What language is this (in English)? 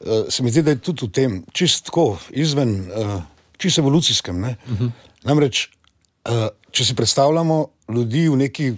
Slovenian